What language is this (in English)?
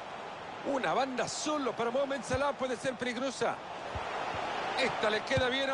Spanish